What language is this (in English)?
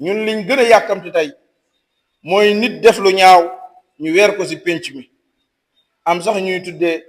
Wolof